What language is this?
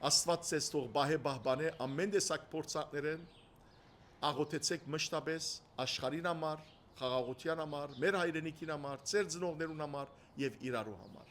Western Armenian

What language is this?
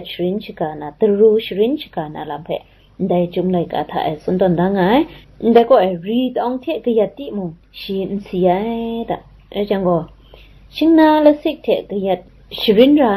Kachin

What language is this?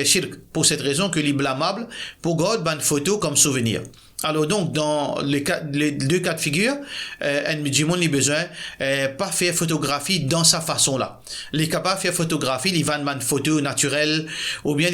Morisyen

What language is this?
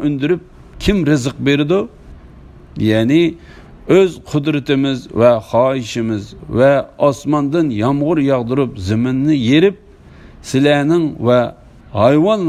Uyghur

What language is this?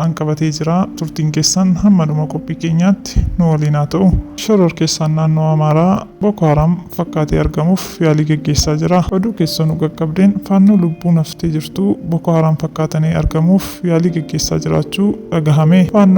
Oromo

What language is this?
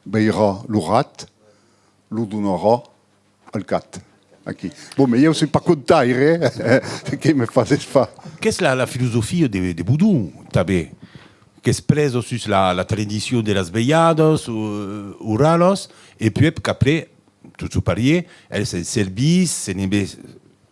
Occitan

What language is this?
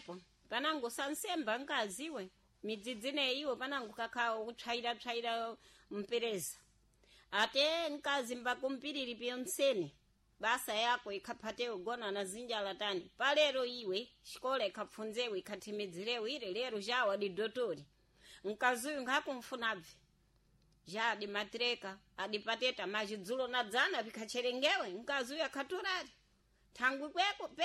Sena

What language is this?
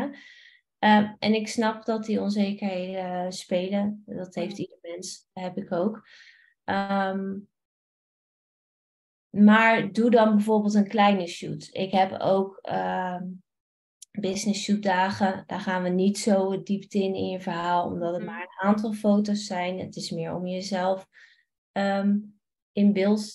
Dutch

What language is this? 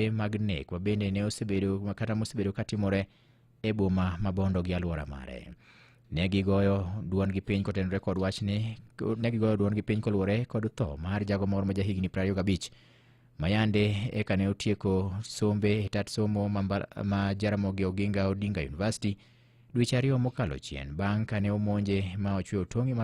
Luo (Kenya and Tanzania)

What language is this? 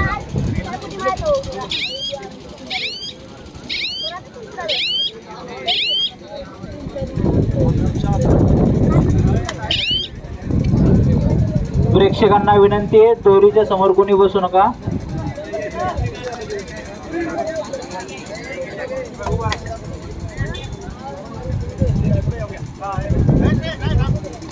Marathi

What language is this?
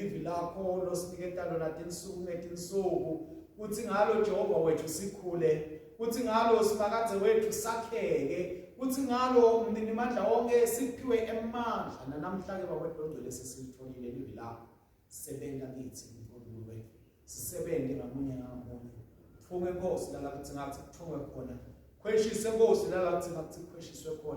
Swati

